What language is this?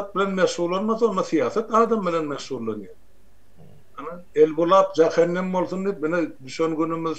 Turkmen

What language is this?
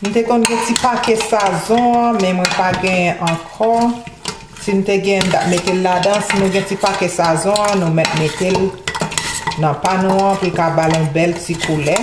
Haitian Creole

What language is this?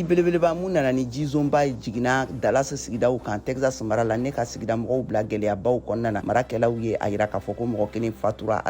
Bambara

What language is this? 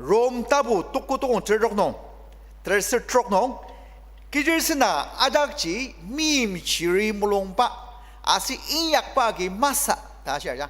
Ao Naga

